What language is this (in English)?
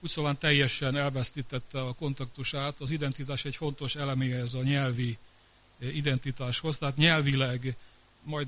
Hungarian